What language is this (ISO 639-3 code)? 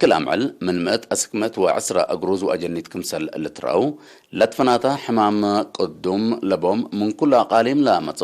tig